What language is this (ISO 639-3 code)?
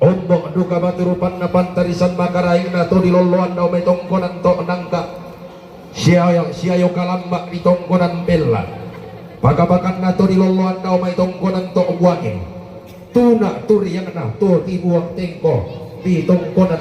sda